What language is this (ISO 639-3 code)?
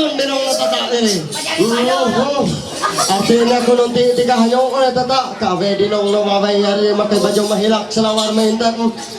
mhy